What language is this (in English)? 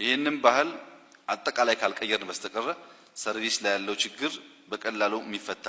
Amharic